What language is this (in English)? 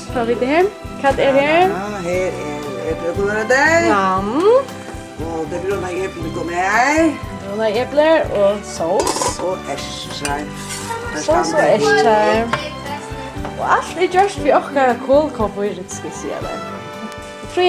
Faroese